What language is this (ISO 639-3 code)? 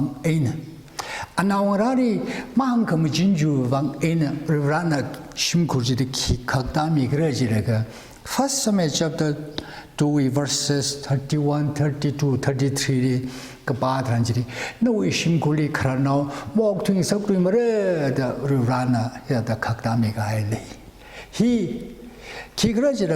nmf